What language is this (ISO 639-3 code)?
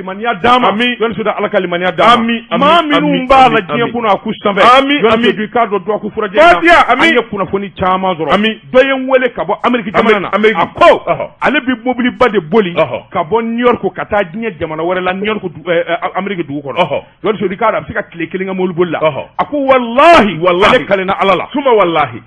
bam